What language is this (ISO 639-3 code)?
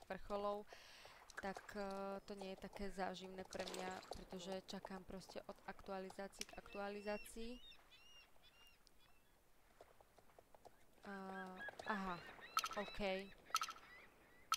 slk